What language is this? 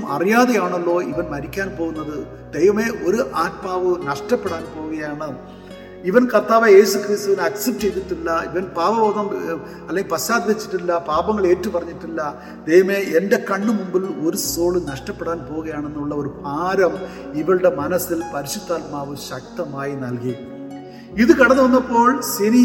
Malayalam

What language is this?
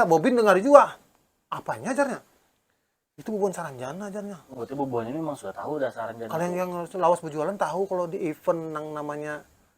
Banjar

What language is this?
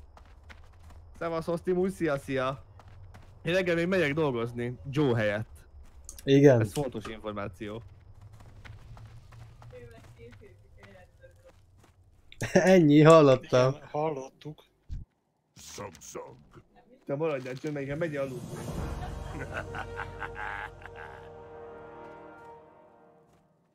Hungarian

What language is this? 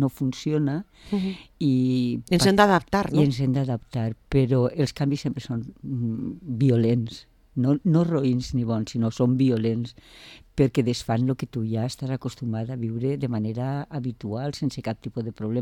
Catalan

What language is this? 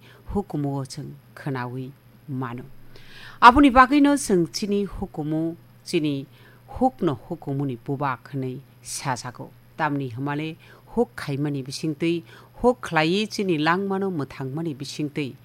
Kok Borok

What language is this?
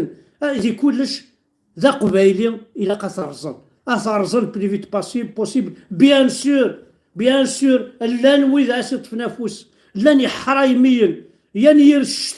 Kabyle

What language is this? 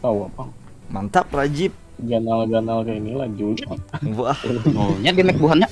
Banjar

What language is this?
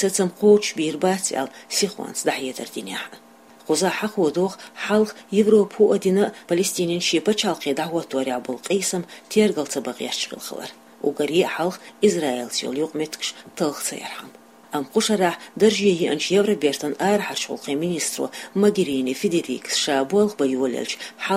Chechen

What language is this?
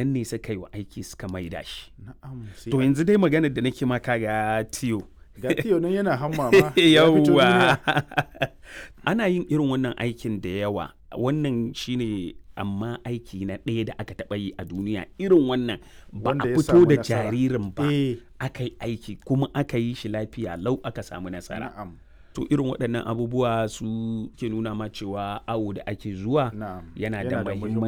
Hausa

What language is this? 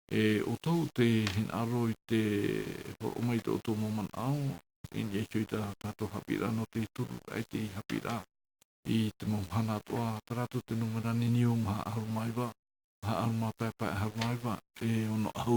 Tahitian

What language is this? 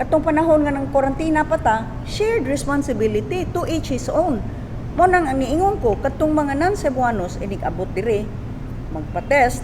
Cebuano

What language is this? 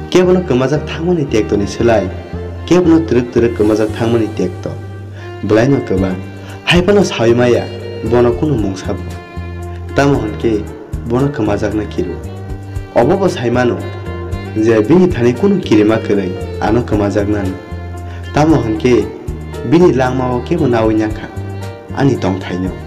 Kok Borok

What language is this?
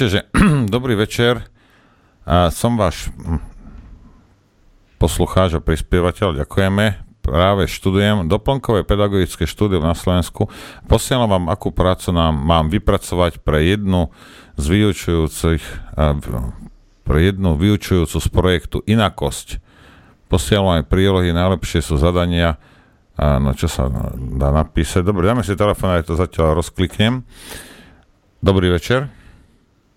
Slovak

